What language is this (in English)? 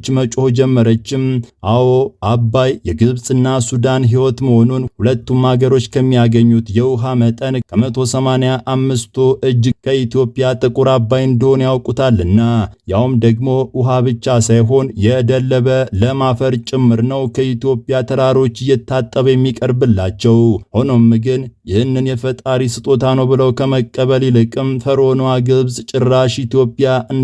Amharic